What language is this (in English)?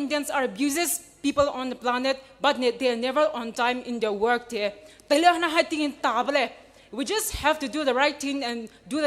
Poumei Naga